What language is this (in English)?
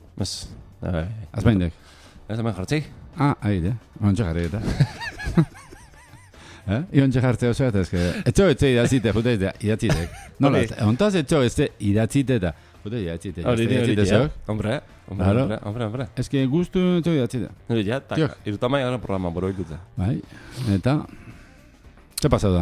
Basque